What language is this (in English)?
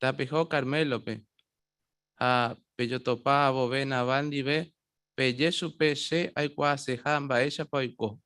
Guarani